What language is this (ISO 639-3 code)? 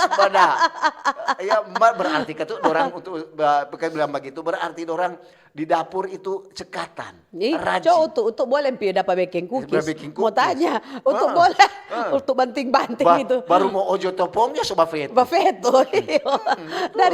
xmm